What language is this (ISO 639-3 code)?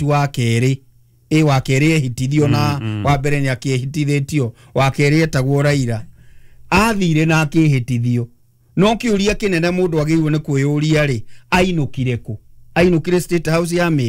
kik